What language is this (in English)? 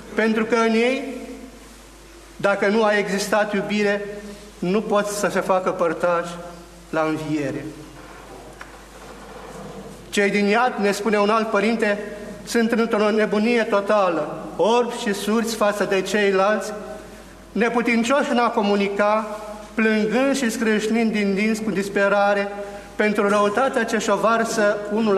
Romanian